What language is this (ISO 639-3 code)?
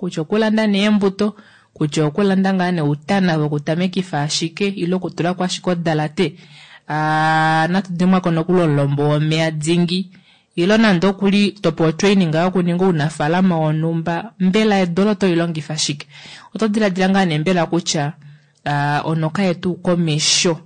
kua